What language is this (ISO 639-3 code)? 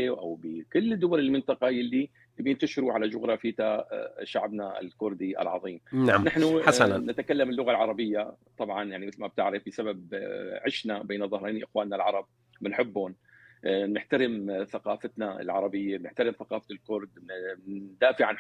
apc